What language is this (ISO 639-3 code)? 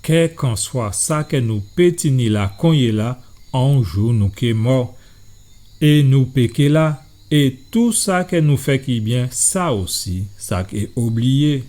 gcf